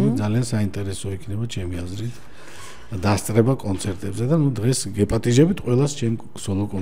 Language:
Georgian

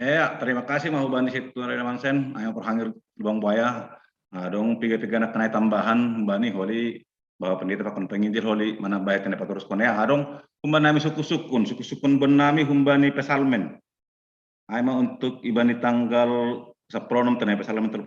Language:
Batak Simalungun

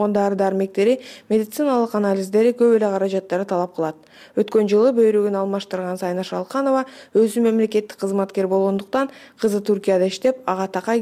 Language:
Kyrgyz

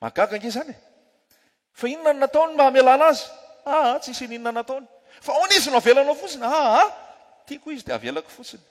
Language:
Malagasy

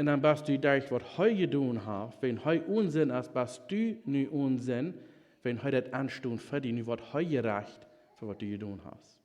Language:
Plautdietsch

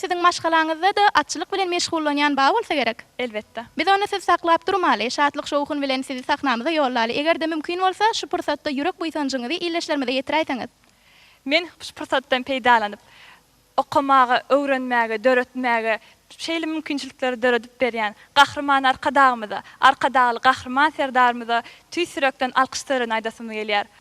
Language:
Turkmen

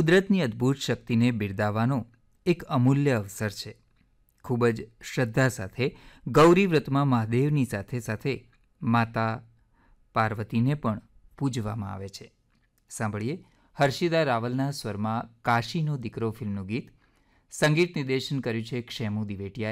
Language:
Gujarati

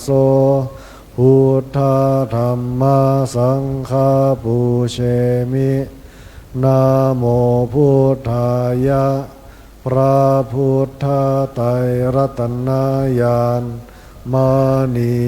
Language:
Pali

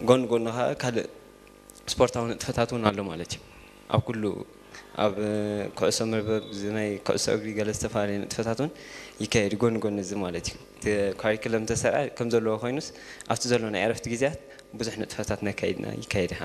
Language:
Tigrinya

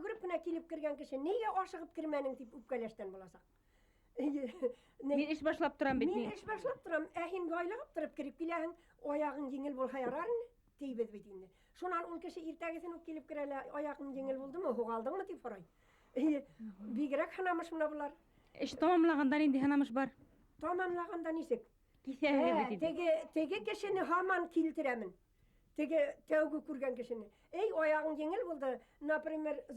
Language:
Bashkir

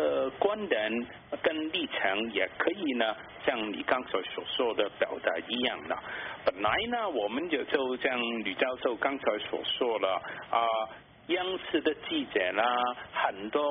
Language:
Chinese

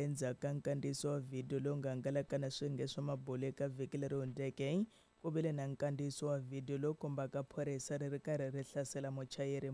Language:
Tsonga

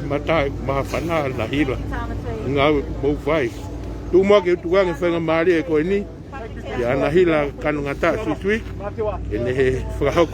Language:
Tongan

